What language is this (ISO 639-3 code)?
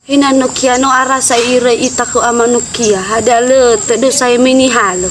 nia